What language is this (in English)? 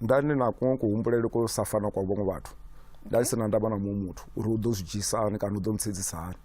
Venda